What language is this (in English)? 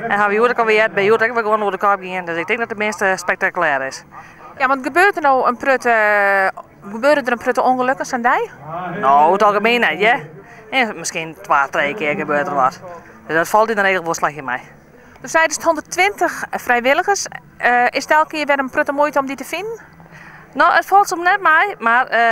Western Frisian